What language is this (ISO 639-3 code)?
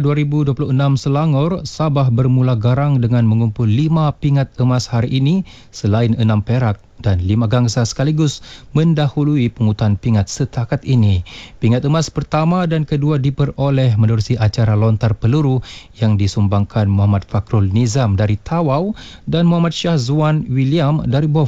msa